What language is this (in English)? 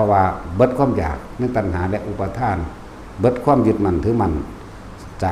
Northeastern Thai